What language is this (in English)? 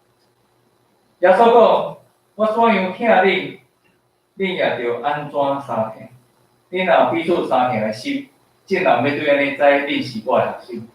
Min Nan Chinese